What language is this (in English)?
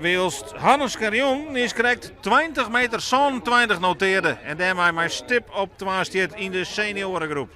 Western Frisian